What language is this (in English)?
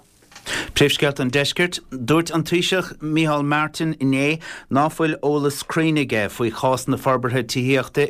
Irish